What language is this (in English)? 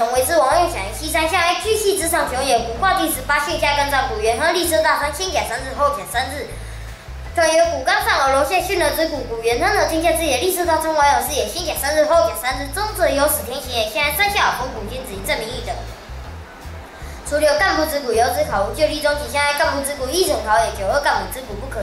Literary Chinese